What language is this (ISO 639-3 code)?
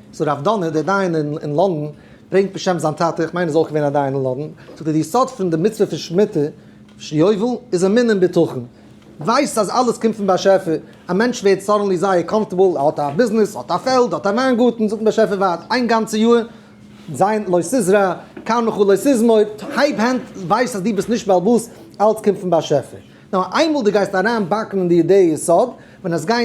yid